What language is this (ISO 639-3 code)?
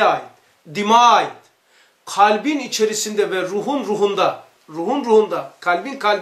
tur